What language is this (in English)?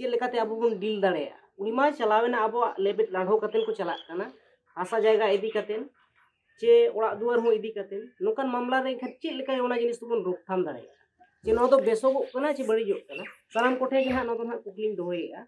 Santali